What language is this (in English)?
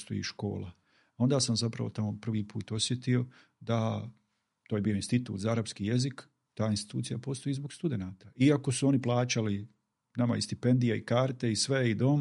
Bosnian